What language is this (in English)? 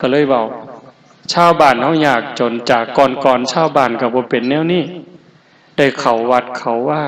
Northeastern Thai